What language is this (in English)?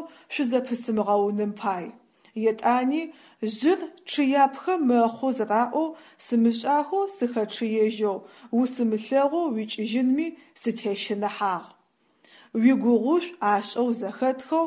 Adyghe